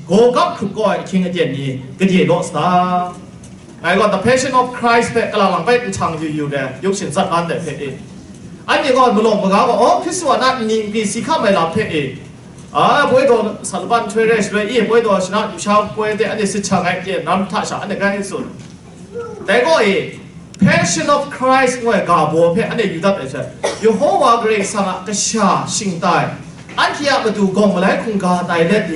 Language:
Kachin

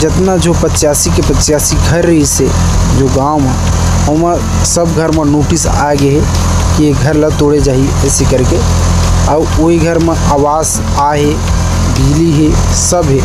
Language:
Chhattisgarhi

